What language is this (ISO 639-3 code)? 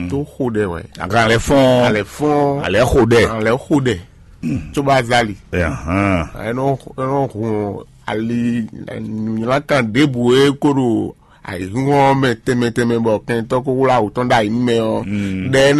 fon